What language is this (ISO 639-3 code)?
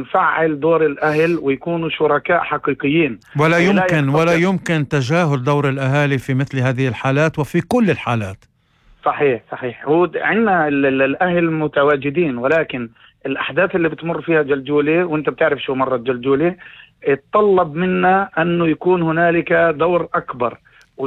apc